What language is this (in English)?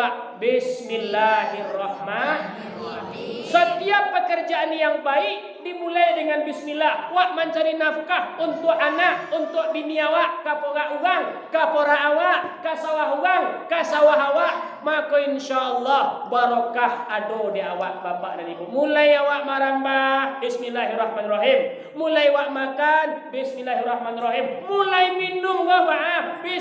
Minangkabau